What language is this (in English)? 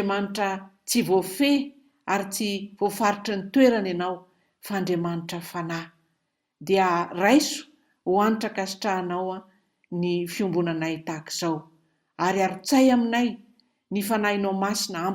Malagasy